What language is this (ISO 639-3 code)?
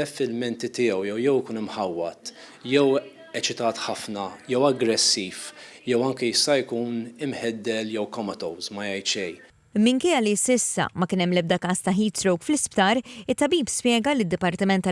mlt